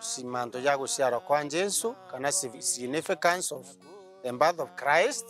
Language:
Meru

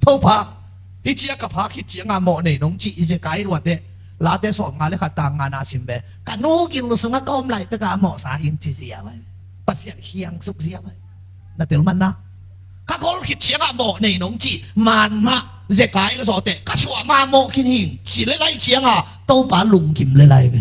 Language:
Tedim Chin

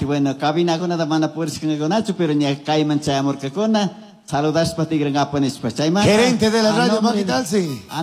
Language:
Chimborazo Highland Quichua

